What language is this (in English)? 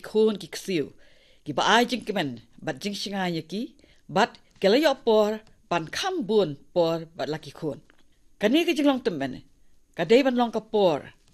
Khasi